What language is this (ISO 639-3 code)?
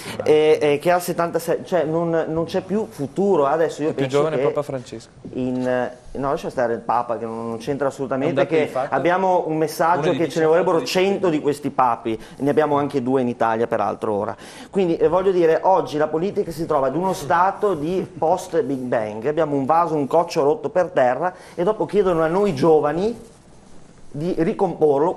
ita